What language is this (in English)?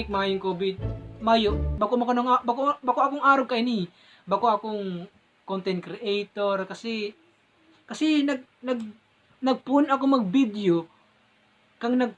Bikol